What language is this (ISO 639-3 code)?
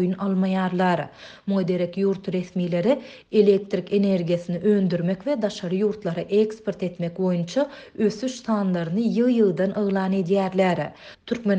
tuk